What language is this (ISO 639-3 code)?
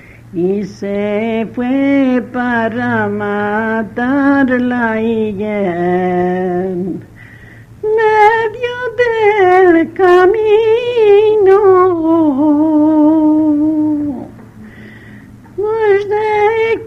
spa